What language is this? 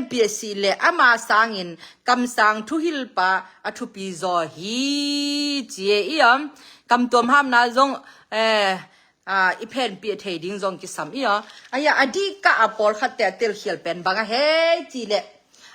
Tedim Chin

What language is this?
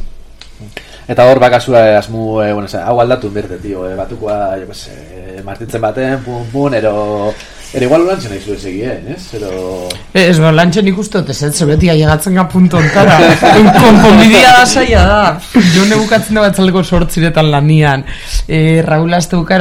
Basque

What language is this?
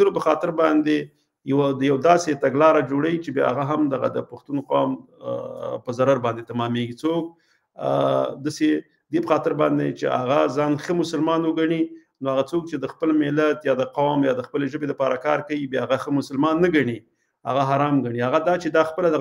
Pashto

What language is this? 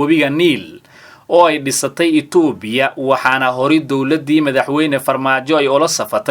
Somali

